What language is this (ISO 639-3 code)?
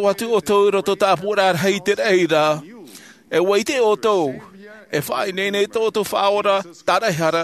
tah